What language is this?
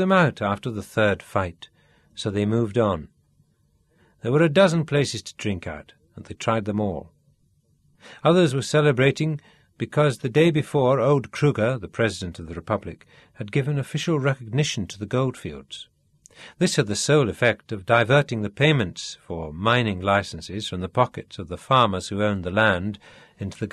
English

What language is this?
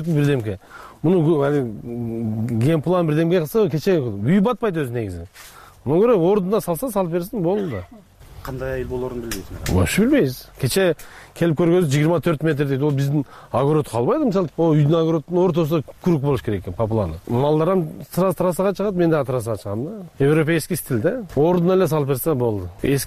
Kyrgyz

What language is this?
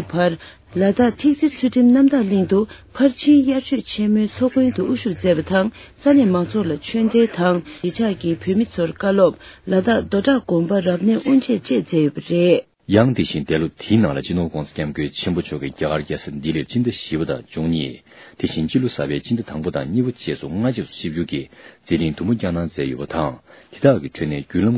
Tibetan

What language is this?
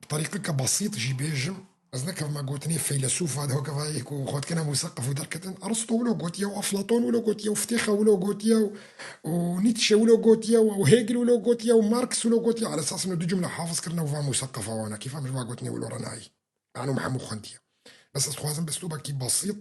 Kurdish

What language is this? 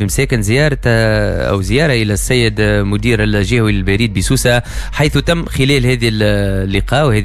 Tunisian Arabic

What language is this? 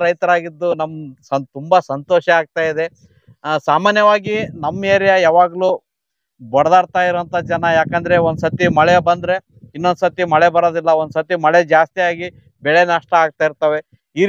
Kannada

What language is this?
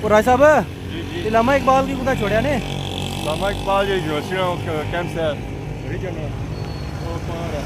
Pahari-Potwari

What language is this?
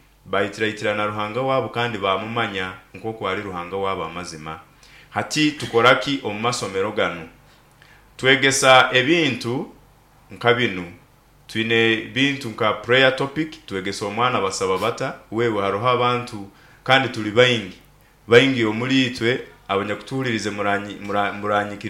Nyoro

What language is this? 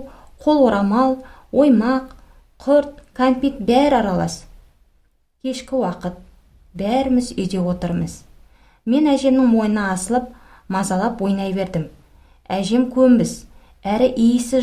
Kazakh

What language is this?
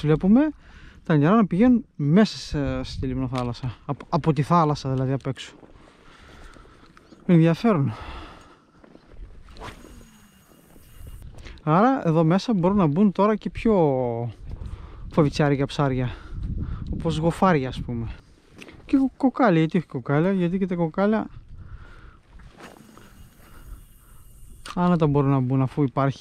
Greek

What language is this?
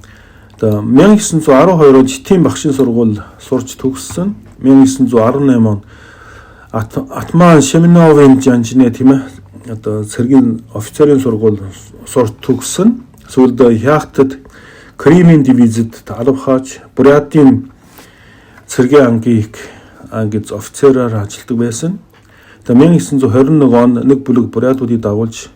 Mongolian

